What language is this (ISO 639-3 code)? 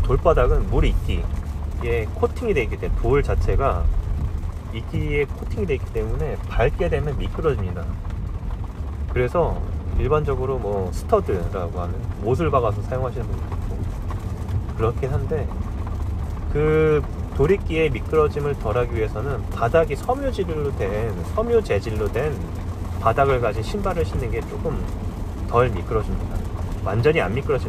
kor